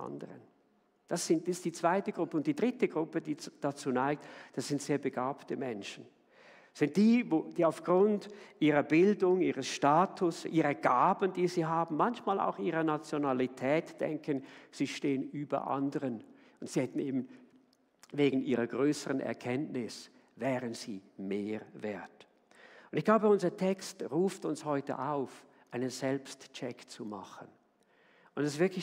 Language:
Swiss German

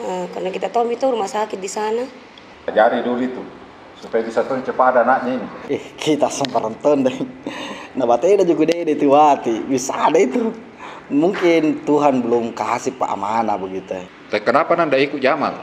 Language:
Makassar Malay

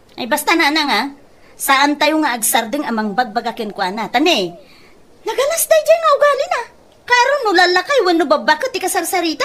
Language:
Iloko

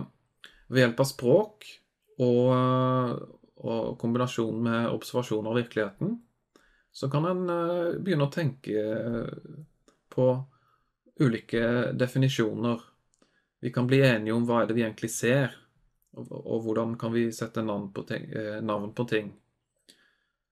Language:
Norwegian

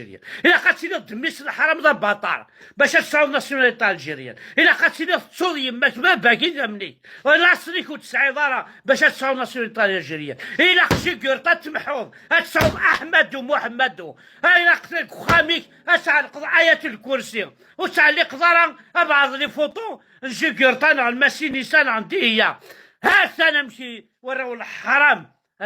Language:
Kabyle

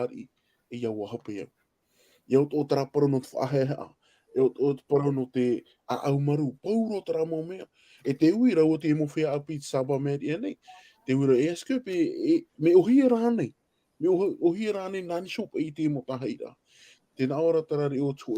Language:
Tahitian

